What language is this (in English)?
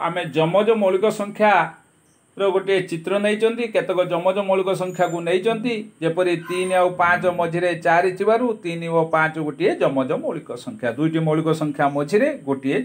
Odia